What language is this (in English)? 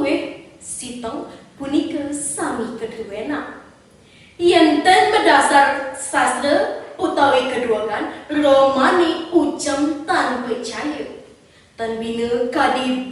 Balinese